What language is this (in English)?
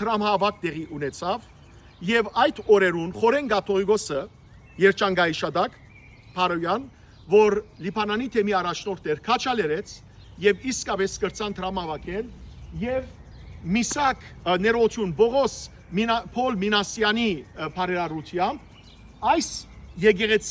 Western Armenian